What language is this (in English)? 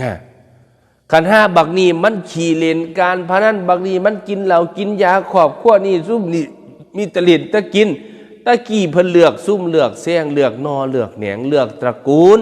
Northeastern Thai